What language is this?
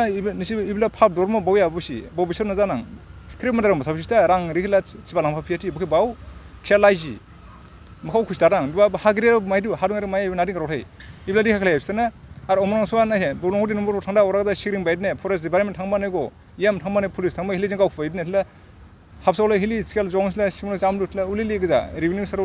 Dimasa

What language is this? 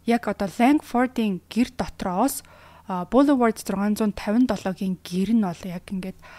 Mongolian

